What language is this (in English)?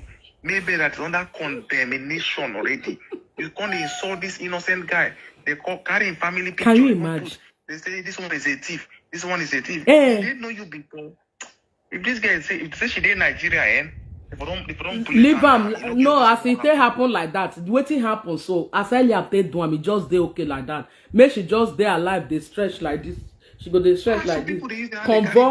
Nigerian Pidgin